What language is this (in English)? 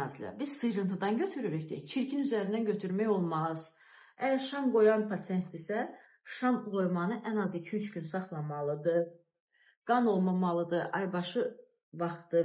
Azerbaijani